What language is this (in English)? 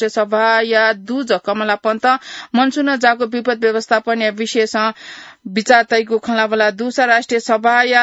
Newari